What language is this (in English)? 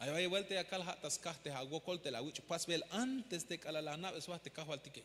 Tzeltal